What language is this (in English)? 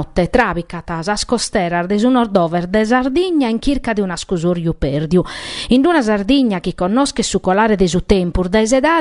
Sardinian